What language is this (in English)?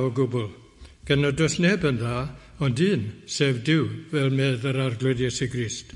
Welsh